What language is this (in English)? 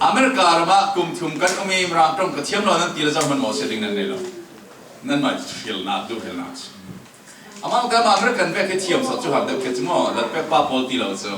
Falam Chin